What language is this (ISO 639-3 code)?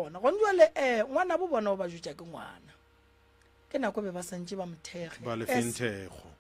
nso